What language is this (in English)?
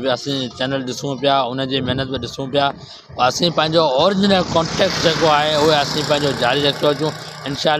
Sindhi